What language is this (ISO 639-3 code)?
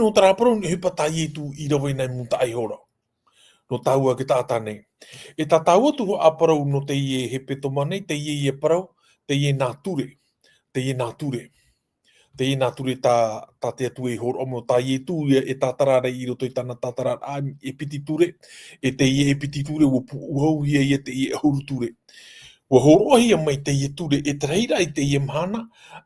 tah